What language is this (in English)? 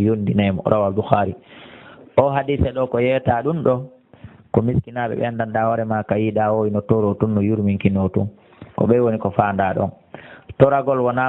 Fula